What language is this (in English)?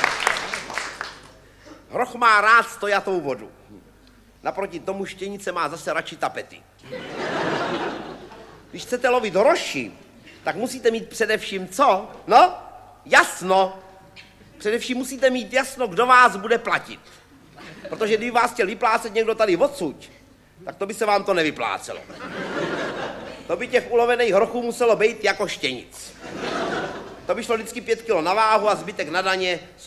Czech